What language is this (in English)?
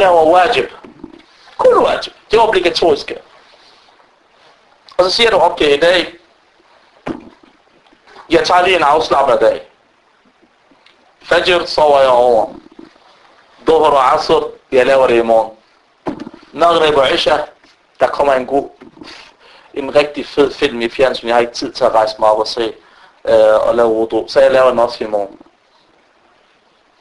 Danish